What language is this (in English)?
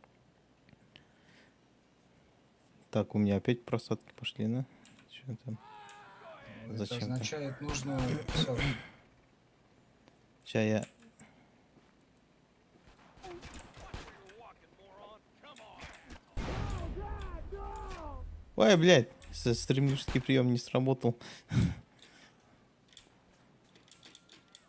Russian